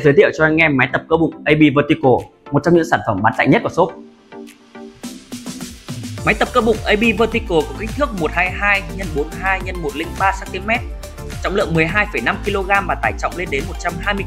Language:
Vietnamese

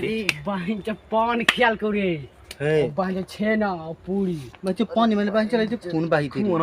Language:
Magahi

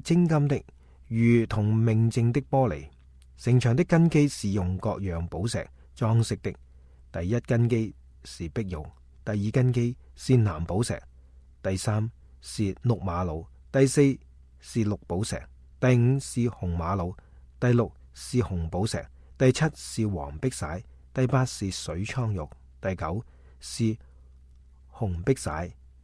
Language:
Cantonese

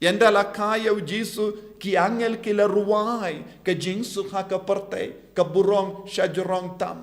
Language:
Khasi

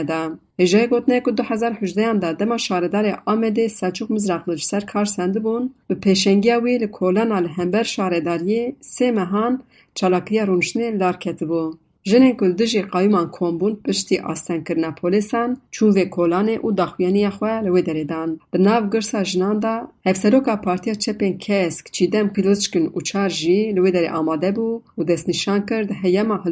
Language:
Kurdish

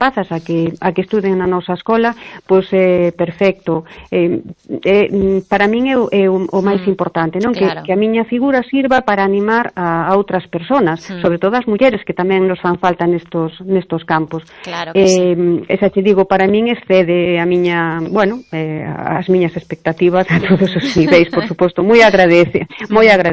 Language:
Galician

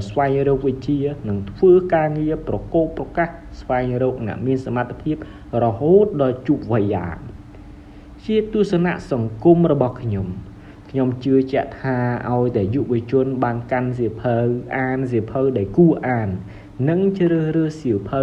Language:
Khmer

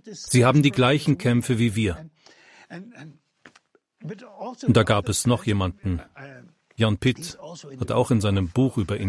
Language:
German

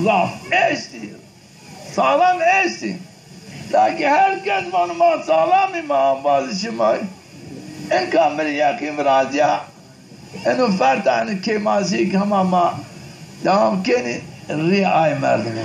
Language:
Zaza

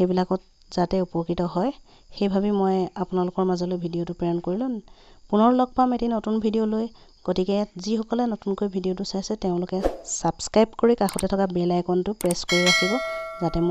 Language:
Assamese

